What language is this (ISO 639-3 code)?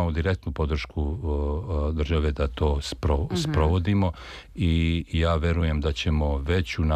srp